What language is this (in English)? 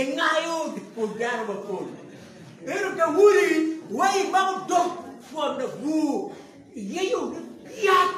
Acoli